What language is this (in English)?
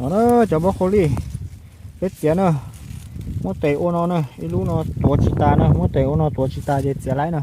Hmong